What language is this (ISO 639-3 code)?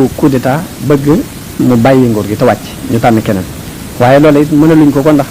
wol